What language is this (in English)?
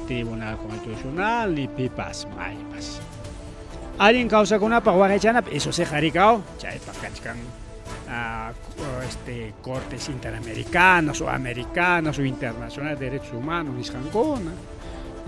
Ayacucho Quechua